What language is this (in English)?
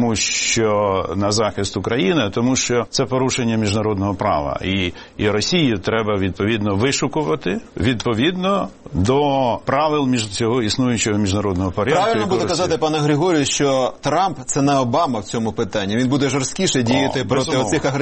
Ukrainian